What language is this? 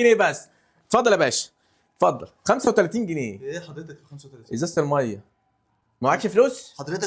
Egyptian Arabic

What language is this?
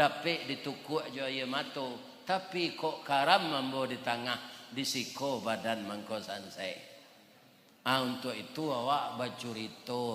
Minangkabau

